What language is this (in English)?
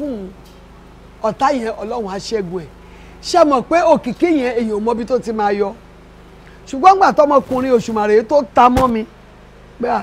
Yoruba